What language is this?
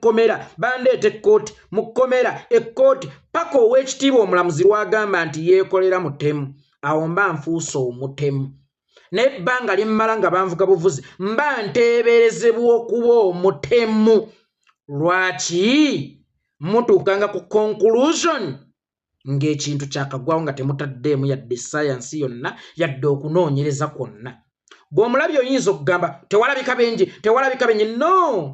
Ganda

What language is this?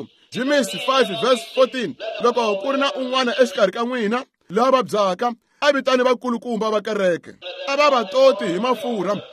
Tsonga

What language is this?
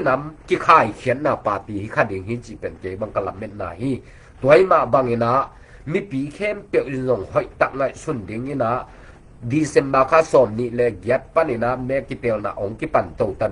Tedim Chin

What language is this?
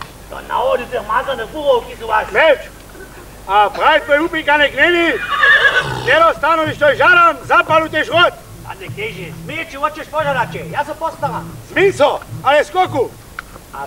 Upper Sorbian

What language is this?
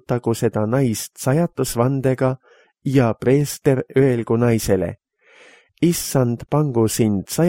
Estonian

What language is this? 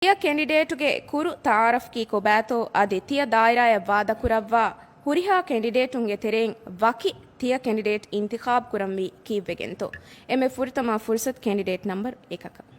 Divehi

